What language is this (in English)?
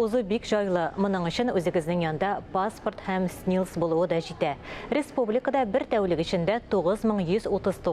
Tatar